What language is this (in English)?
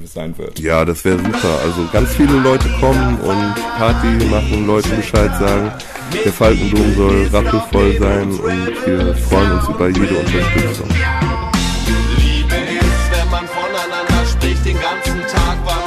German